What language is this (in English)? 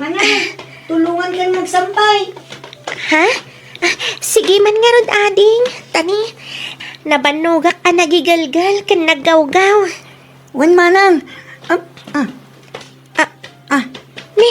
Iloko